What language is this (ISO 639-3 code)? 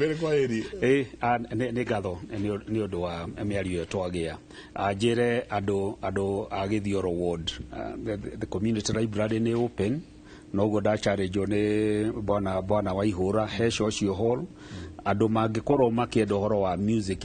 kik